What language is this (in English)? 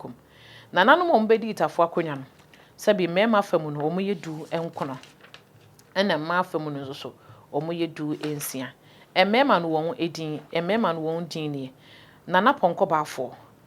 Akan